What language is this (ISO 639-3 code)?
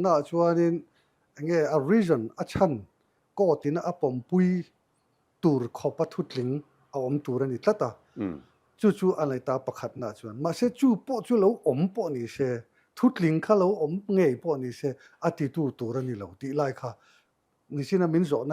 lus